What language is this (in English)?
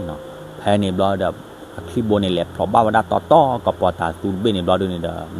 S'gaw Karen